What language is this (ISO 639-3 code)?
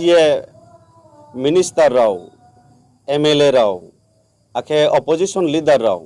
ria